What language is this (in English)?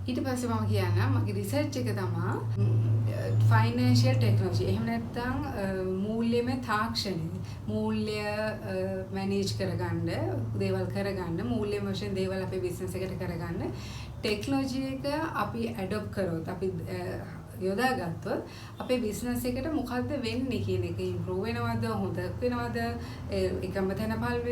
Sinhala